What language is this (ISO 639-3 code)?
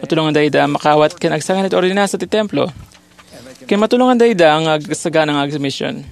ilo